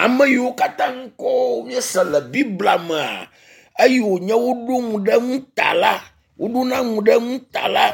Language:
Ewe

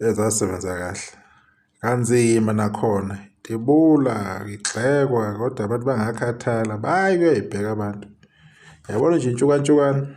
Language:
Zulu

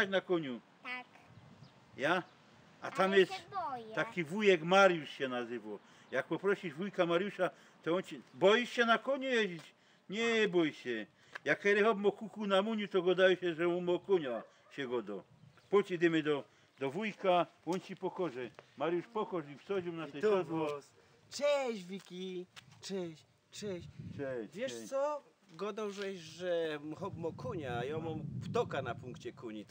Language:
Silesian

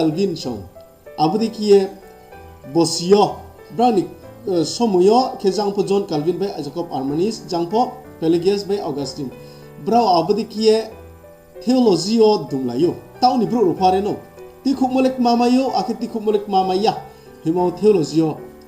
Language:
Riang (India)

